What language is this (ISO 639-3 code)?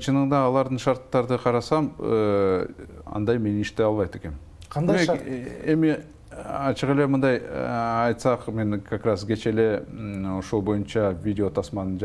kir